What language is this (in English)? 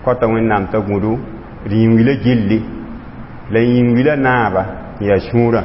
Mossi